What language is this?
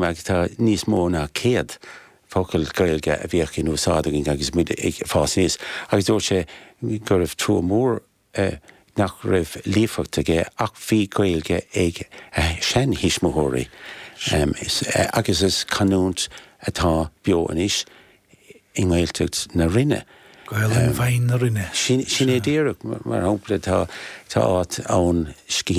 Irish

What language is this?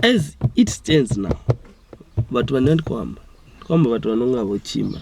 Venda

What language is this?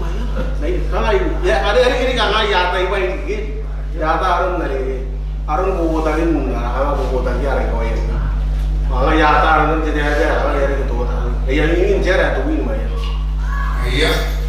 Gilbertese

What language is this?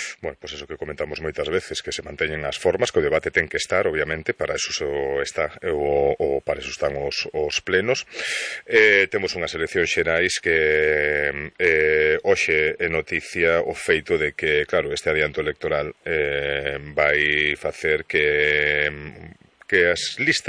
Galician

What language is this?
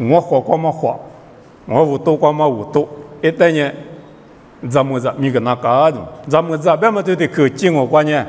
Lisu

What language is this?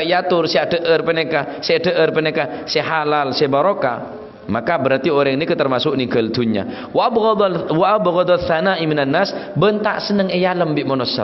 Madurese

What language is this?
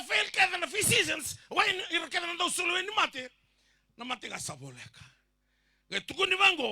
Fijian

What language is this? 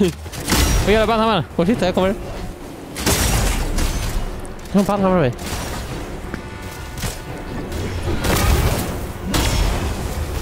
Swedish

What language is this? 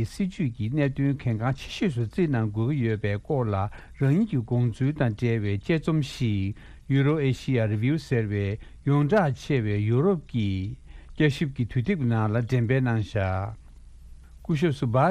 Tibetan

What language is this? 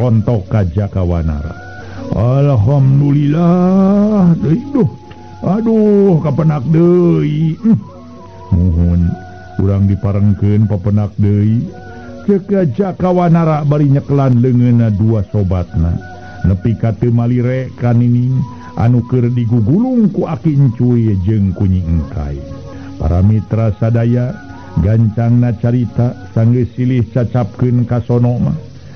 Sundanese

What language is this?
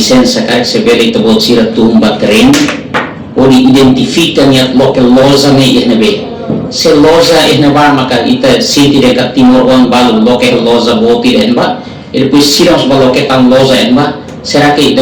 Tetum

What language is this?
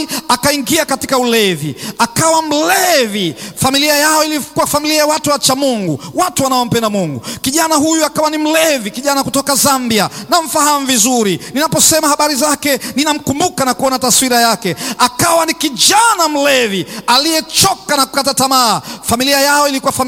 Swahili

